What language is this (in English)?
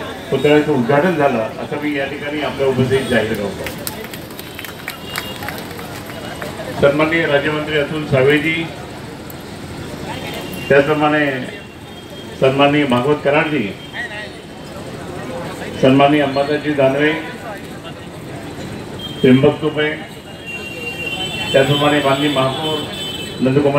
Marathi